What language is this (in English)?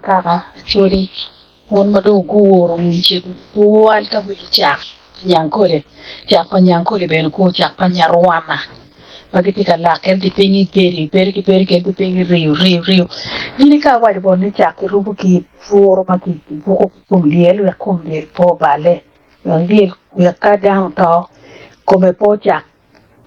Acoli